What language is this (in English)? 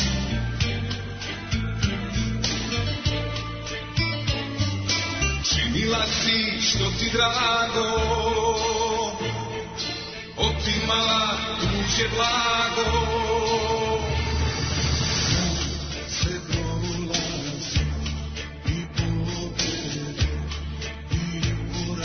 Serbian